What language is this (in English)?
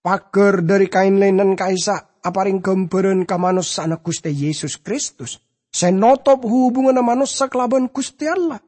Madurese